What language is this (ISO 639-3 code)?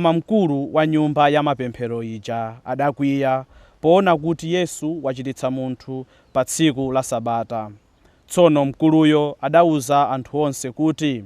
nya